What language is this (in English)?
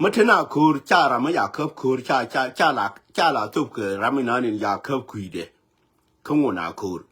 Nuer